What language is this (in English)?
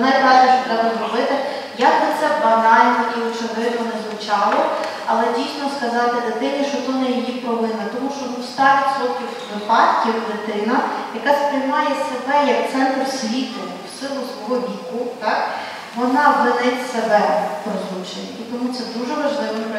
Ukrainian